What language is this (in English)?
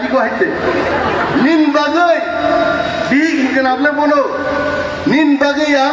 Kok Borok